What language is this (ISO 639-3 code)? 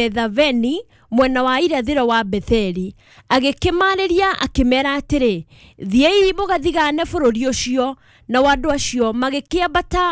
kik